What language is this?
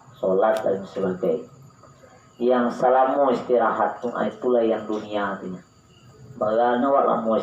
Minangkabau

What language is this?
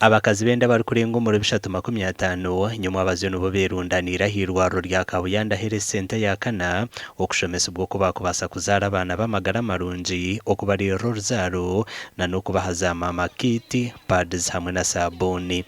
Nyankole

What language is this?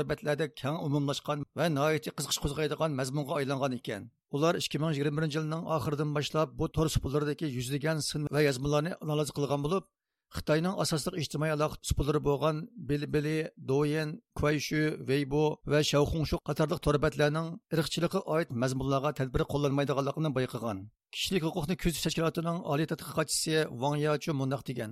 Uyghur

